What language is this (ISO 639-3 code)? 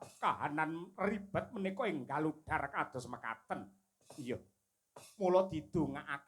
jav